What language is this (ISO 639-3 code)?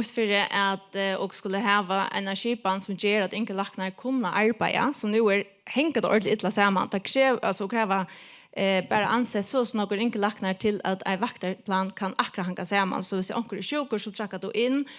fao